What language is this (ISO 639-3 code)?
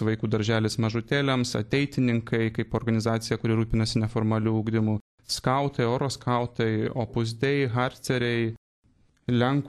lit